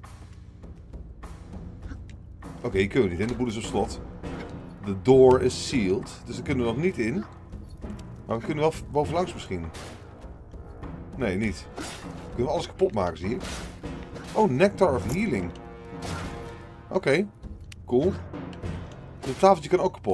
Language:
Dutch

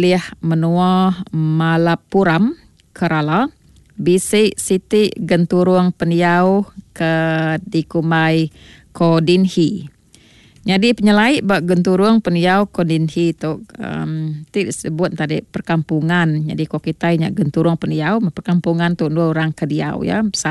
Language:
Iban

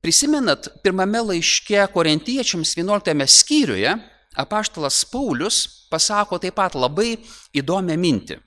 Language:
Lithuanian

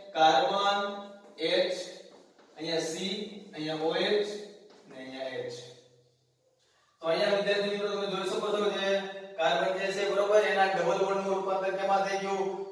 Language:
Gujarati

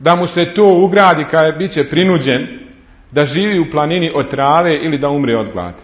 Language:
Bosnian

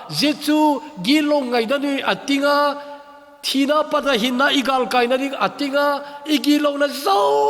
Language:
Thado Chin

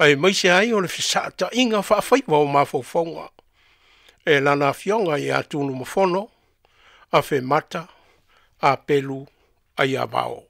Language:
Samoan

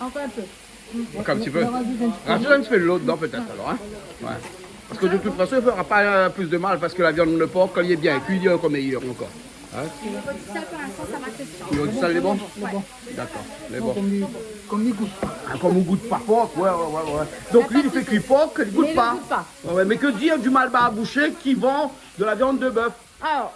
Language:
Réunion Creole French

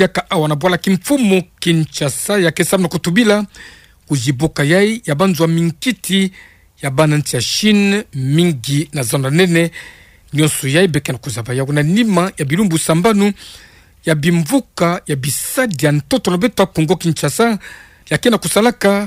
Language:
Kituba (Democratic Republic of Congo)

